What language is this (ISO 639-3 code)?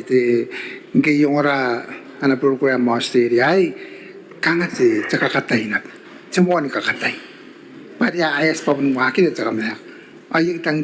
gil